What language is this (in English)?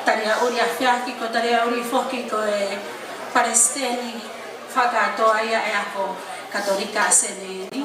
Tongan